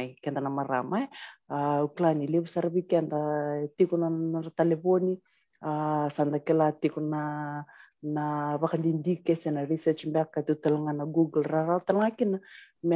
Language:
Fijian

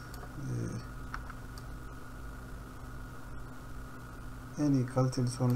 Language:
Turkish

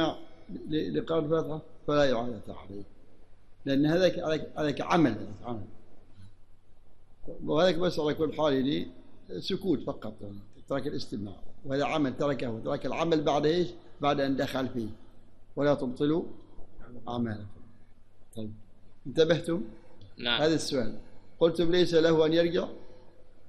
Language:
Arabic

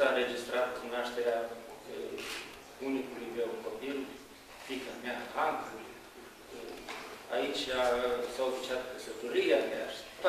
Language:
Romanian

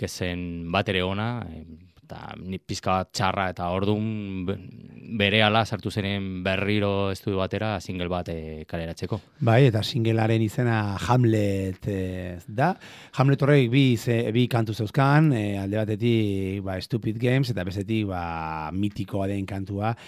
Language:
Basque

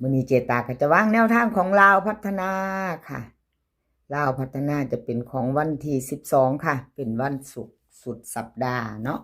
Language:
Northeastern Thai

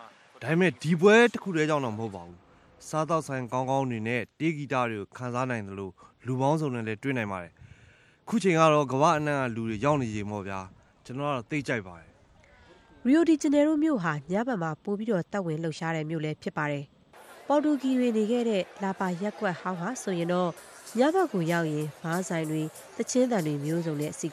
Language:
Burmese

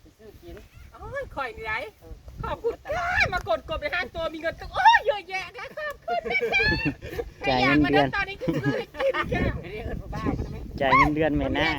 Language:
Northeastern Thai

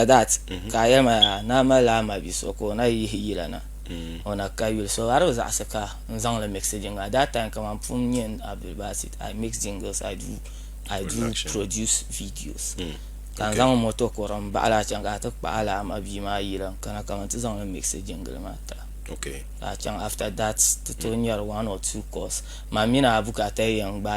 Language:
Dagbani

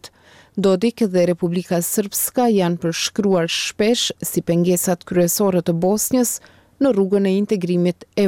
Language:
Albanian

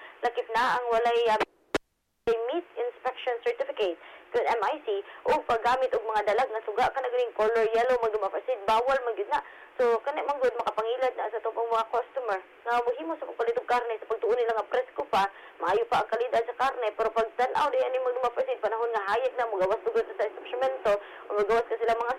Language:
Cebuano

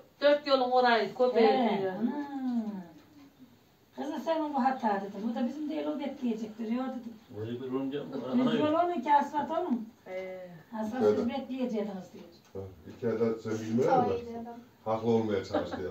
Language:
Turkish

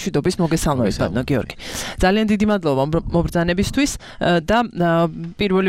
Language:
Georgian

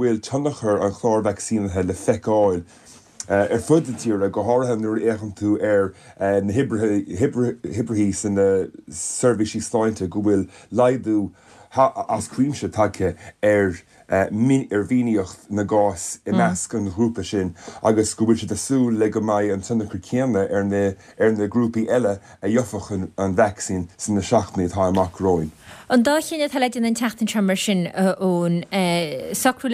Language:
Irish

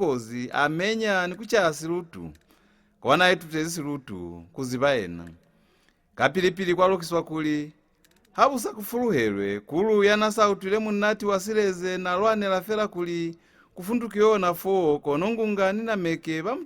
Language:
Lozi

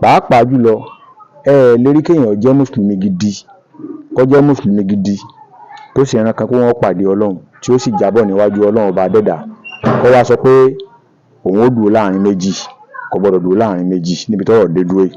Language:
Yoruba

